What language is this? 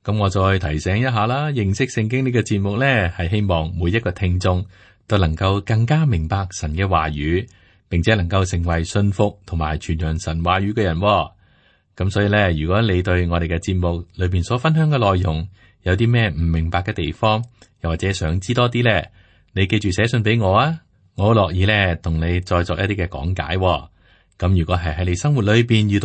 Cantonese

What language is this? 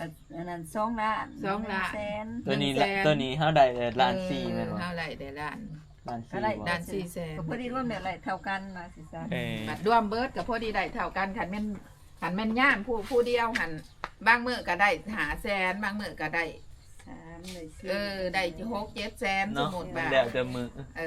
Northeastern Thai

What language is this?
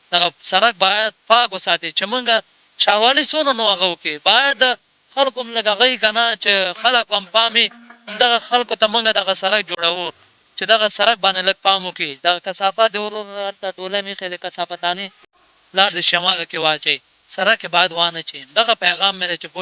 Pashto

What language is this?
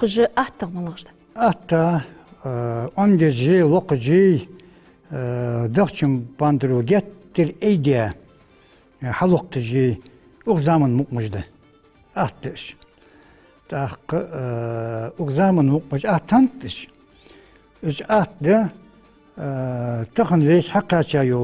Ingush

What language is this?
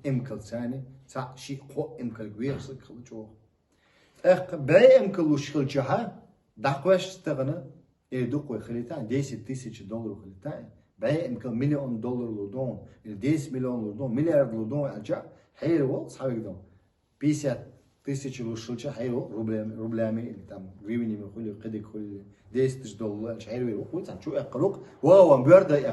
Chechen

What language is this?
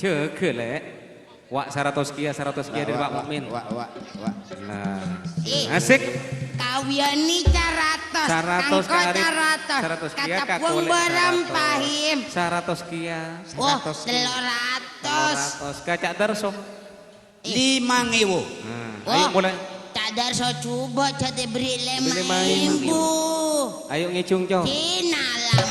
Madurese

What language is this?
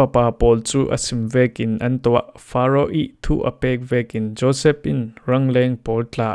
Falam Chin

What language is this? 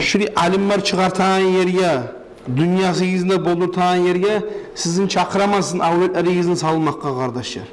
Kumyk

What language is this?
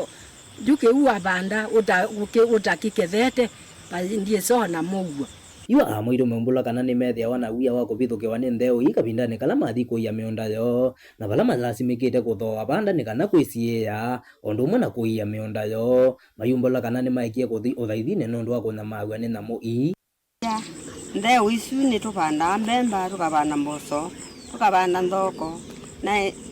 Kamba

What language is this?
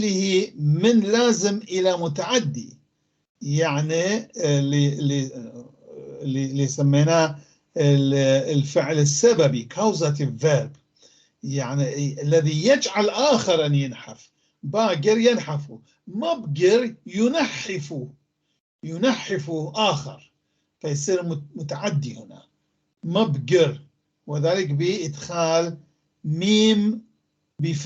North Levantine Arabic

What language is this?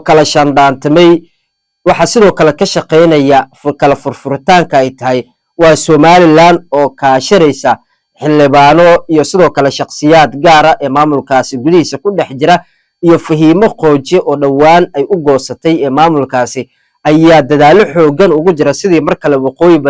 Somali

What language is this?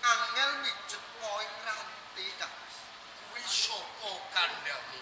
Javanese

